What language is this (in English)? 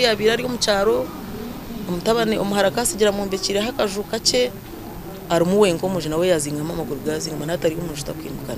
Nyankole